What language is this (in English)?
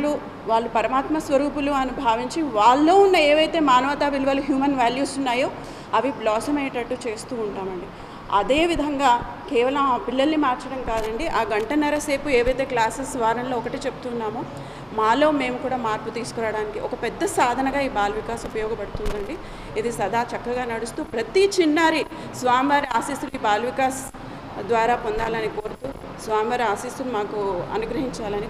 Telugu